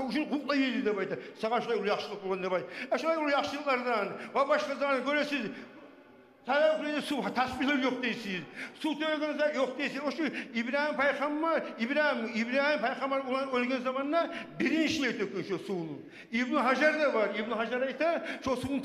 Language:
Kumyk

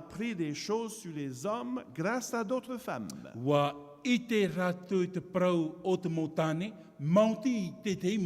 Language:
Tahitian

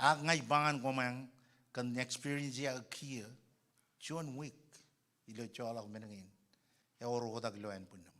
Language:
Marshallese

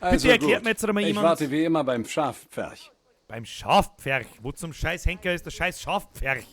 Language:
Bavarian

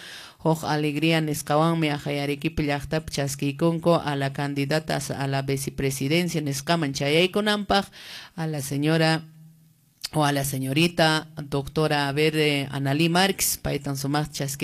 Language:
Quechua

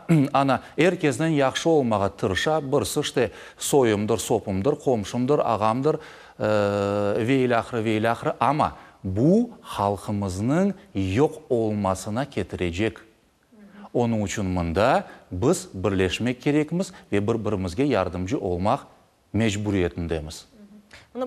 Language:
Crimean Tatar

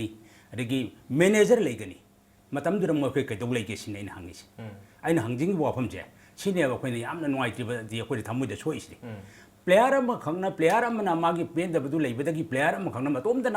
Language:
Manipuri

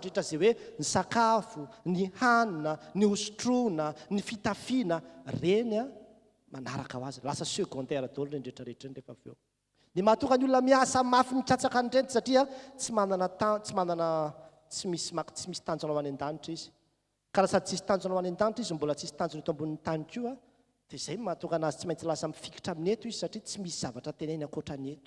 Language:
Malagasy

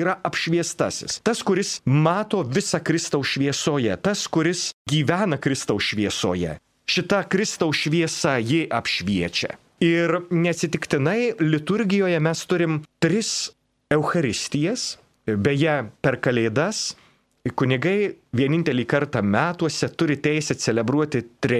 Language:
Lithuanian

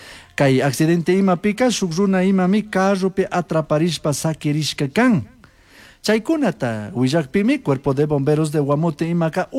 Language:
Chimborazo Highland Quichua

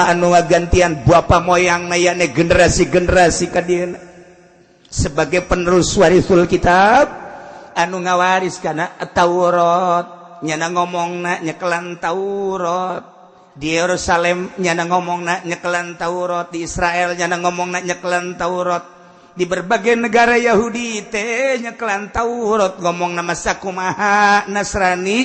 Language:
Sundanese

